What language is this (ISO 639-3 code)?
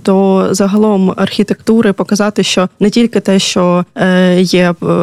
ukr